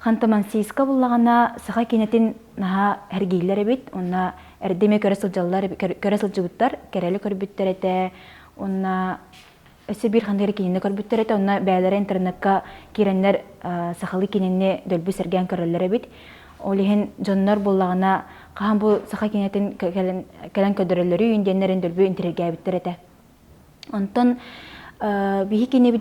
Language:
Yakut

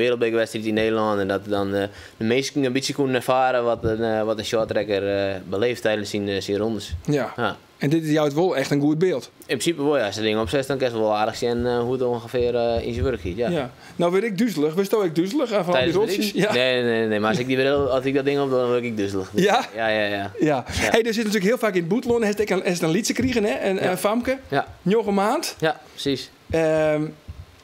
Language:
Western Frisian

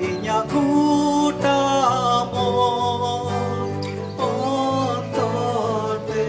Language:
Santali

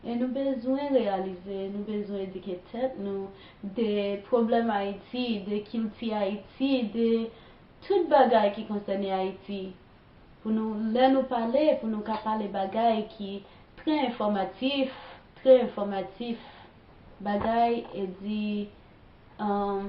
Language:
Haitian Creole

